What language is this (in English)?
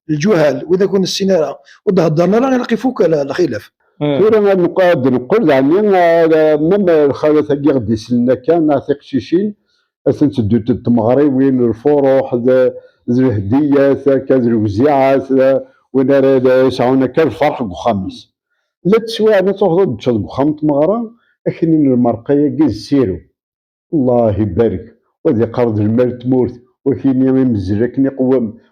Kabyle